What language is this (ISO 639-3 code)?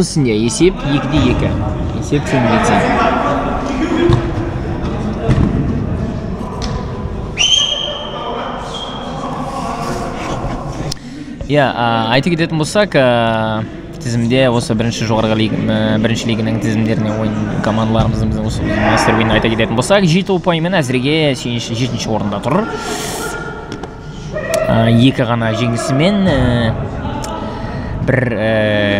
kaz